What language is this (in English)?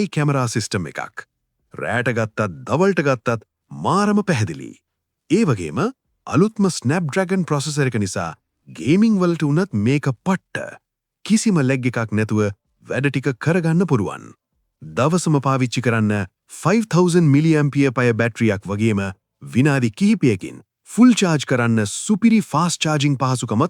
Sinhala